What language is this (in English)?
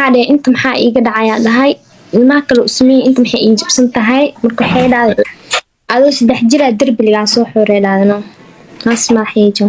Somali